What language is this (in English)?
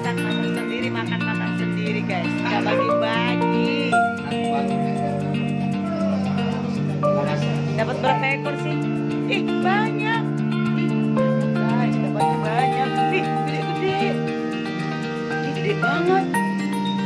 Indonesian